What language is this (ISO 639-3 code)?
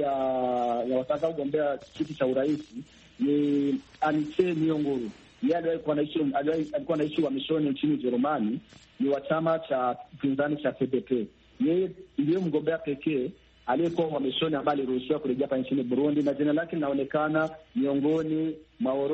swa